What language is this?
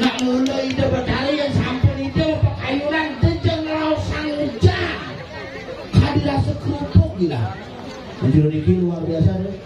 Balinese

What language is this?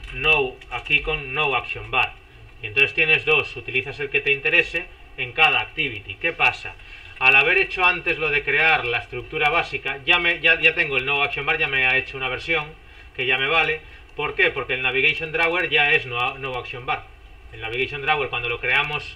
Spanish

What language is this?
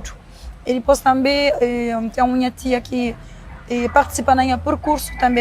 Kabuverdianu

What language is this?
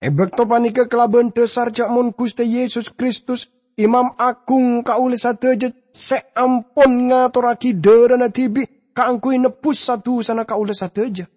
Madurese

